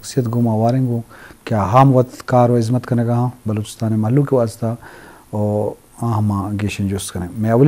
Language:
Eastern Balochi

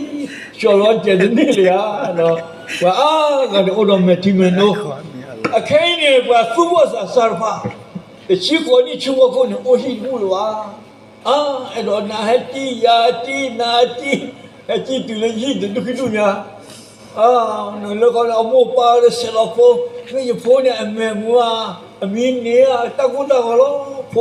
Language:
S'gaw Karen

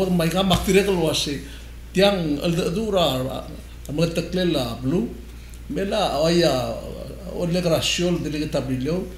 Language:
Palauan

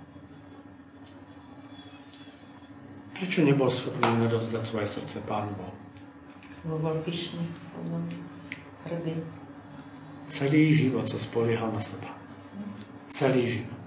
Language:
Slovak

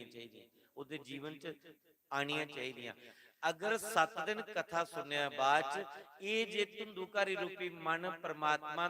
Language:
Dogri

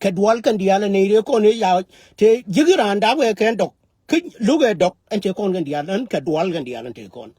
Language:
Nuer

